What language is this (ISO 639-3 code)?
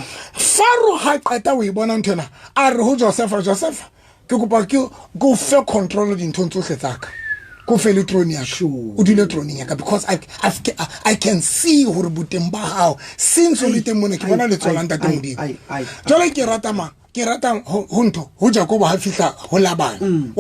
sot